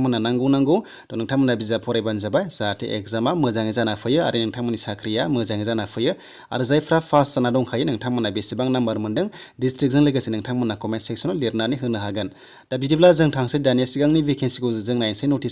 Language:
Bodo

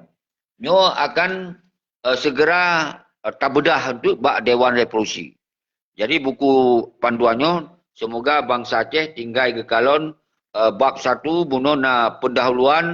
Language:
Achinese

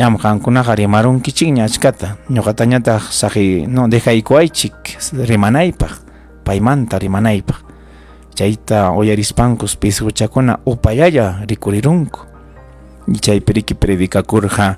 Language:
Ayacucho Quechua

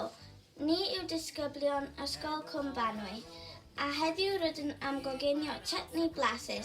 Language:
Welsh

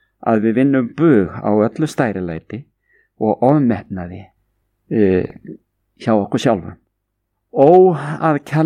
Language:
Icelandic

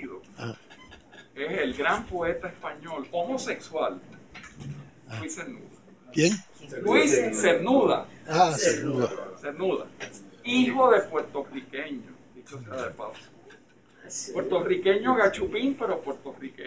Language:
Spanish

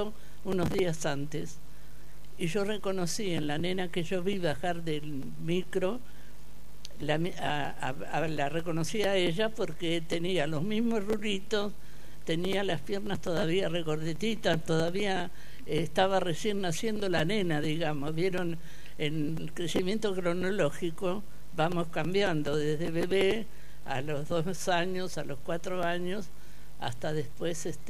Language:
Spanish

